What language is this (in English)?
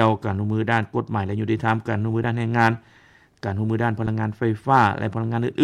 Lao